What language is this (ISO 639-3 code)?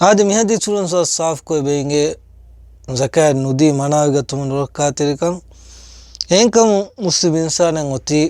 div